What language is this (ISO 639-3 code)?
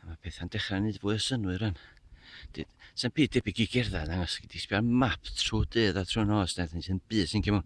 cym